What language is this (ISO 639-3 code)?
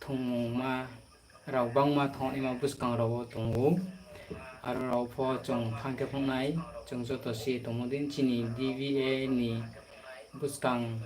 ria